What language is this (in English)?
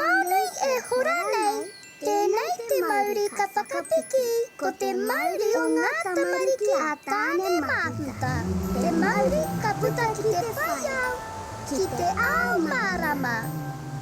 Māori